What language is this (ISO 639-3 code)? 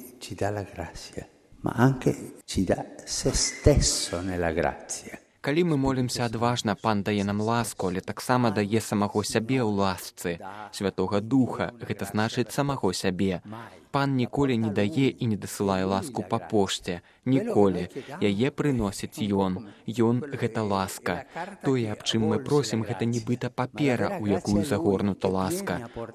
bel